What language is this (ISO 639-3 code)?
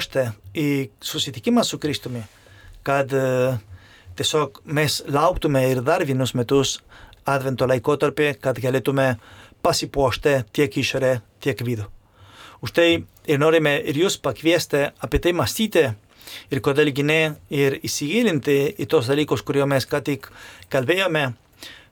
lit